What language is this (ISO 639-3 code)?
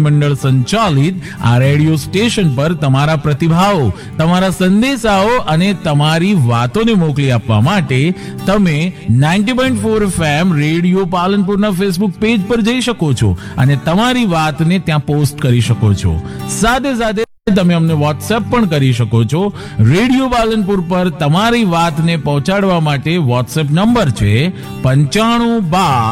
guj